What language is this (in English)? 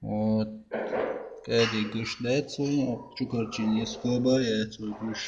Chechen